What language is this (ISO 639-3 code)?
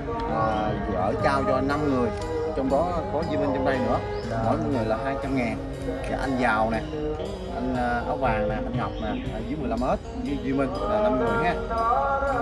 vie